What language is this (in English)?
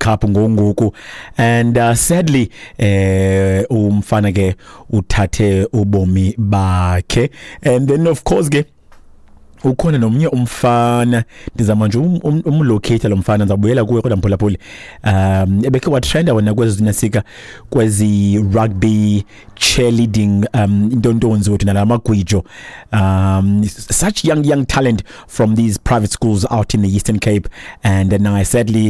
Xhosa